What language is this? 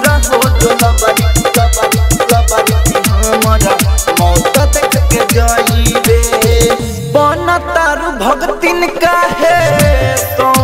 Bhojpuri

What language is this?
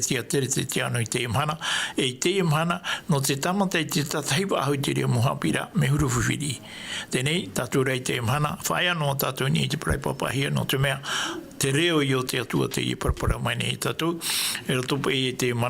Tahitian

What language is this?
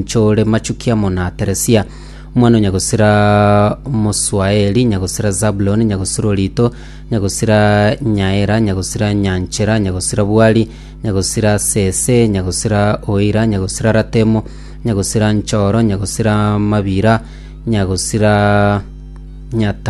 Gusii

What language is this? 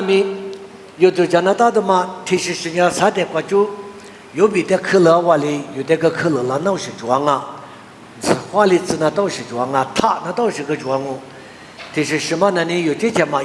Lisu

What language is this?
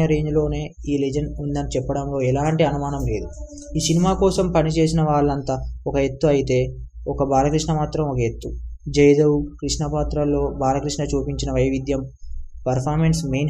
Telugu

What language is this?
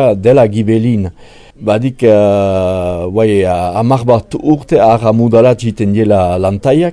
Basque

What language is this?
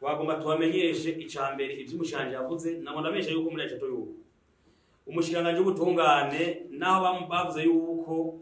Rundi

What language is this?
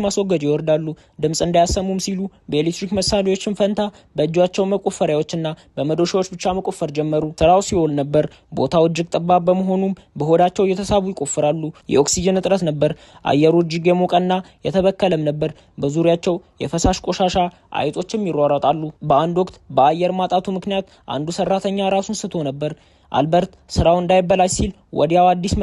Amharic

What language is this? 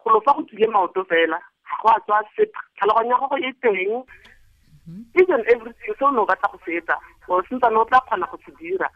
Tswana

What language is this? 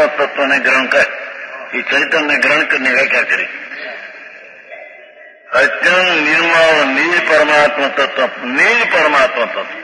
Gujarati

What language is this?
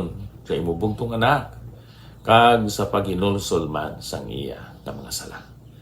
Hiligaynon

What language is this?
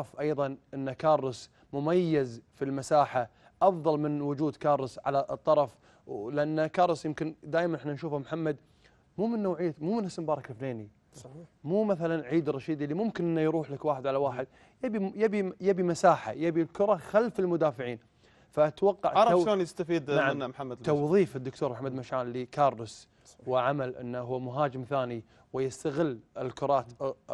Gulf Arabic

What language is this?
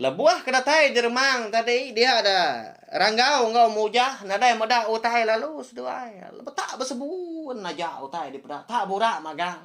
Iban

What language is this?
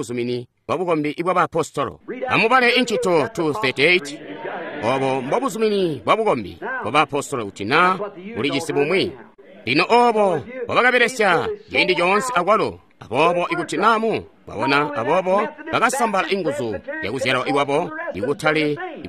Tonga (Zambia)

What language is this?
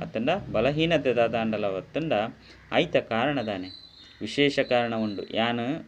Tulu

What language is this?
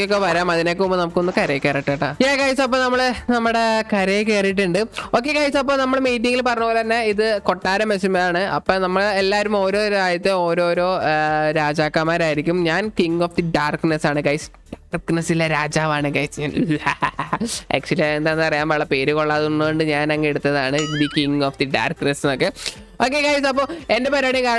Malayalam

